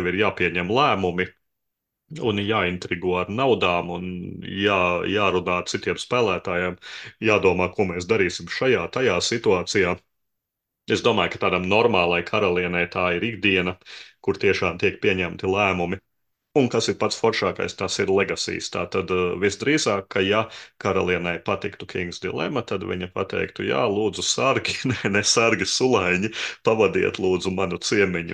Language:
Latvian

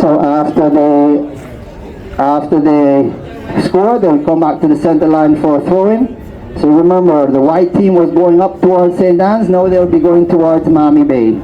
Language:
Jamaican Creole English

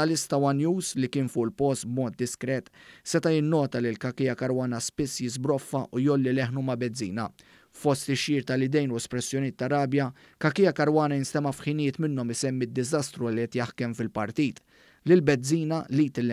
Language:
Maltese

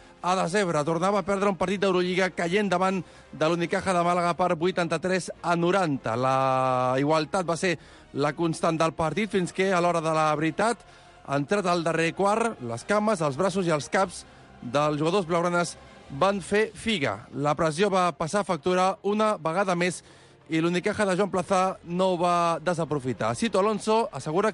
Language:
Catalan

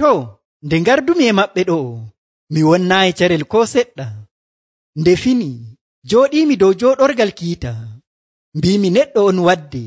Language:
Nigerian Fulfulde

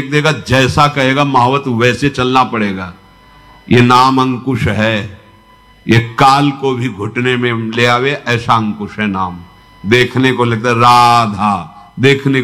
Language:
Hindi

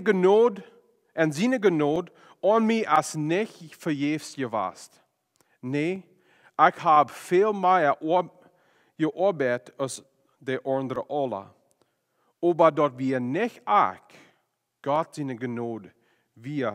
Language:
Plautdietsch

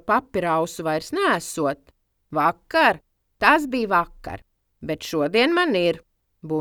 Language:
Latvian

